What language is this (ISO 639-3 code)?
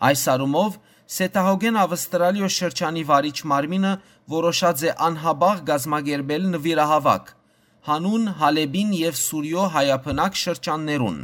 hyw